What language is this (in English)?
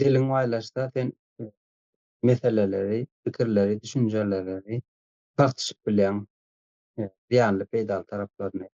Turkmen